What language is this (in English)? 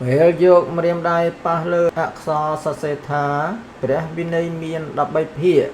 Khmer